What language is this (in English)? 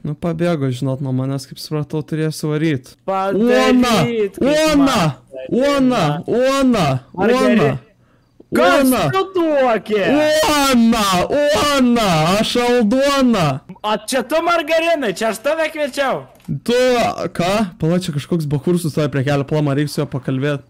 Lithuanian